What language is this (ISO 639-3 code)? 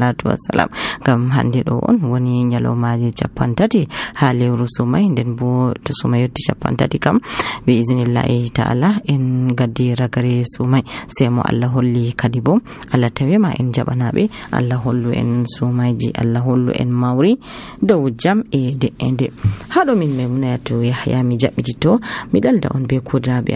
fuv